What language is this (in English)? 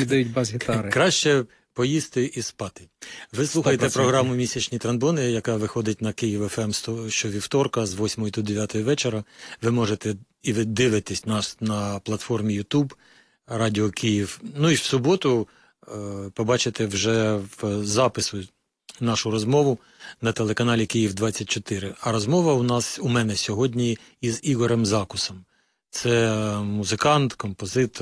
Ukrainian